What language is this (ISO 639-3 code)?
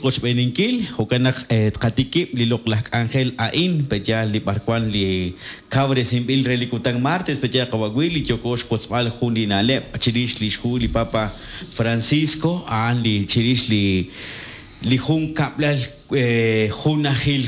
kek